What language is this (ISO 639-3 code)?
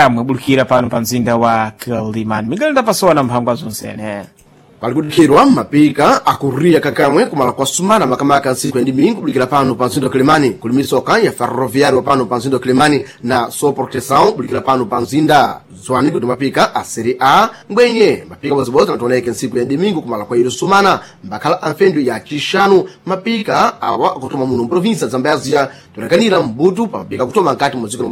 seh